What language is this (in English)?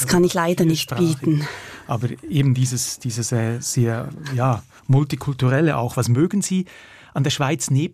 German